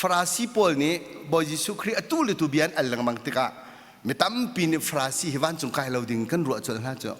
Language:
Hakha Chin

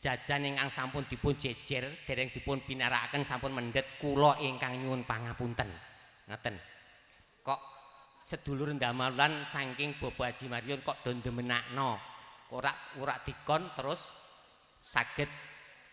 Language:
Javanese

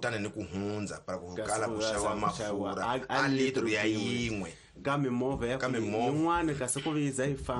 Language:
Tsonga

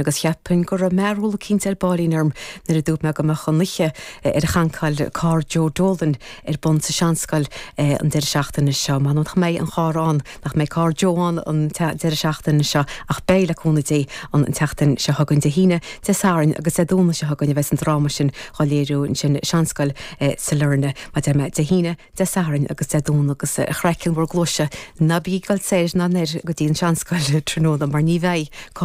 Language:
Irish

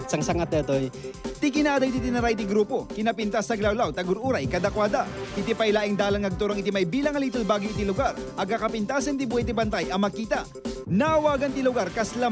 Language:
Iloko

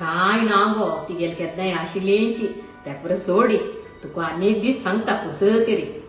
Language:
Konkani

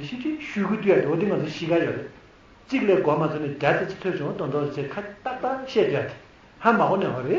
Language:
Tibetan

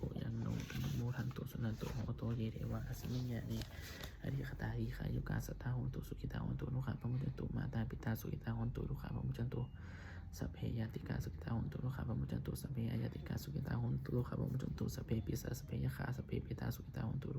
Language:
Pali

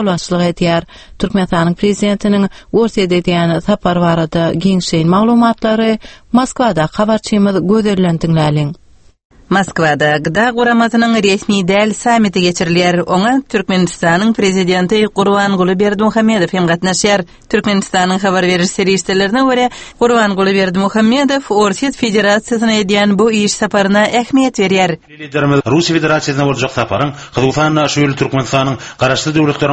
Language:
Turkmen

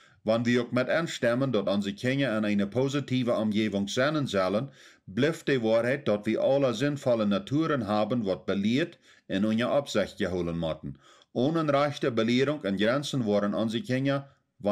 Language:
Plautdietsch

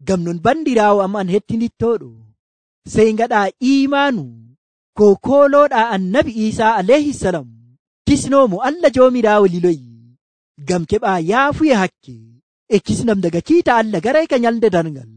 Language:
Nigerian Fulfulde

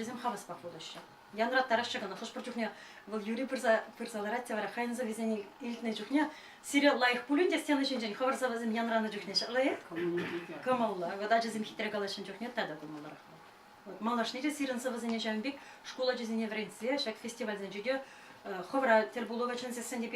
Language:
Chuvash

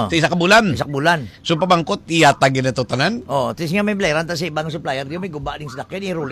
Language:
Hiligaynon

